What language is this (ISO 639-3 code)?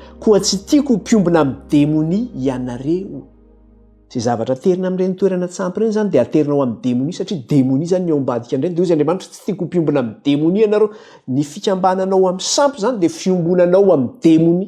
mlg